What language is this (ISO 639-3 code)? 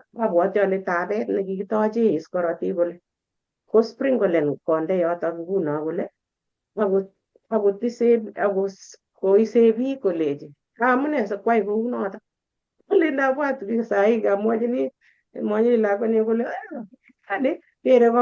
kln